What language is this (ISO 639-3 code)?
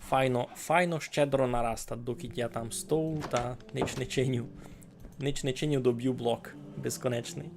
rue